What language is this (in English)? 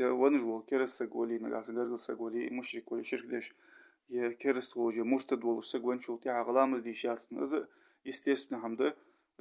Ingush